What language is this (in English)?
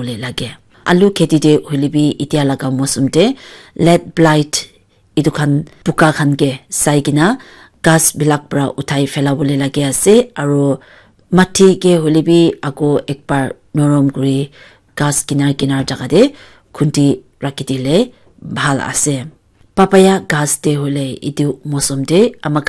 Naga Pidgin